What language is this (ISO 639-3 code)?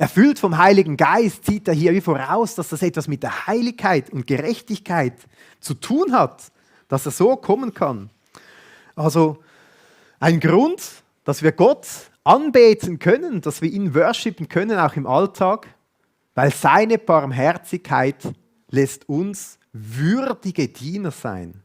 gsw